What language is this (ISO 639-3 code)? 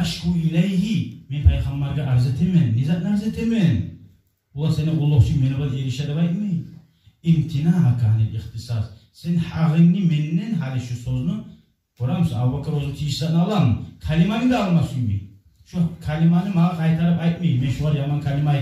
kum